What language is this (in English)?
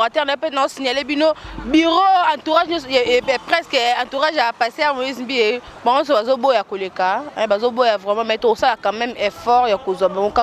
Lingala